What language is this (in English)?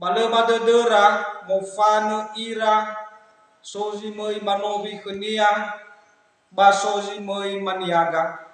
Nias